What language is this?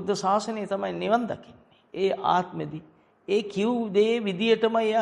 Sinhala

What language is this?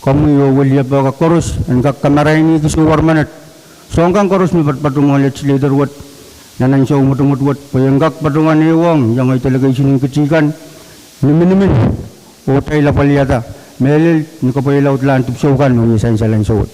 Pohnpeian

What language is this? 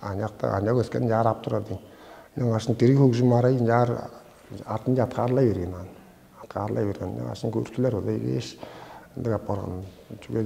Tuvinian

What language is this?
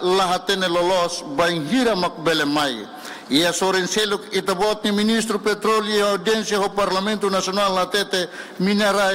Tetum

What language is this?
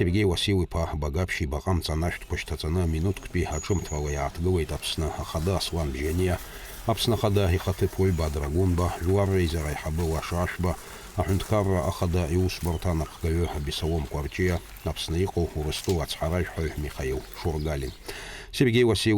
Abkhazian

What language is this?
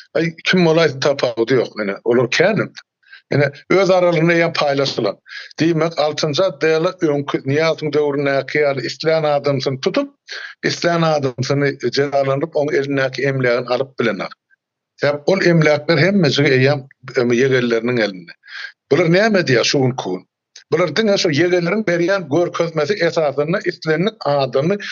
Turkmen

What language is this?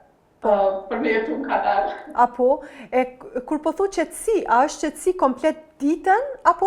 Albanian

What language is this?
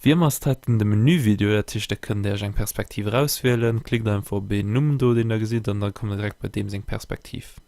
Luxembourgish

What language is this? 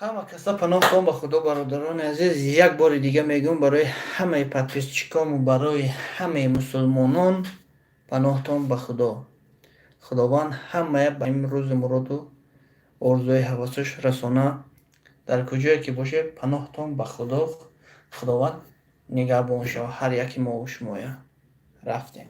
Tajik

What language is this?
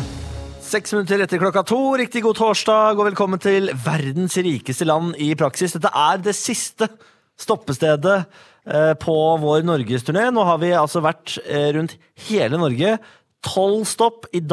Norwegian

